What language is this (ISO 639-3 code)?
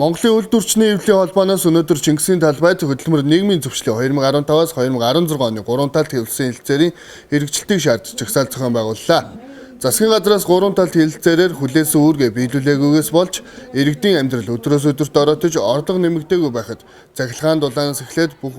mon